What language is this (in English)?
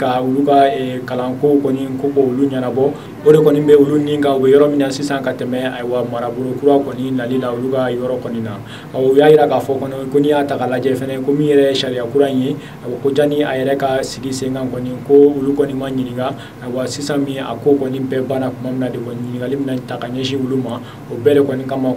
Bambara